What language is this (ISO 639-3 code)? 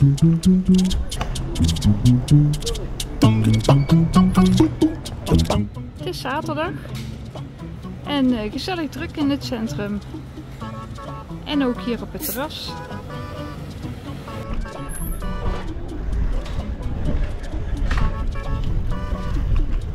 nld